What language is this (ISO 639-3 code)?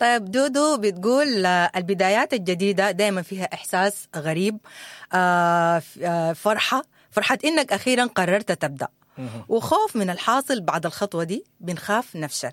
apd